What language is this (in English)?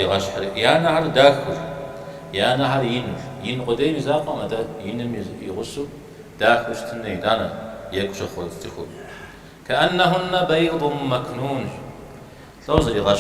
Kabardian